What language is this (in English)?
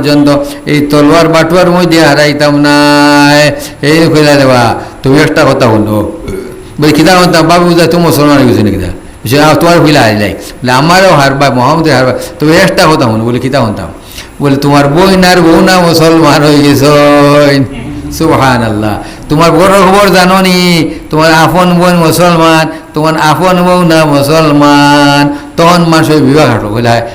Sylheti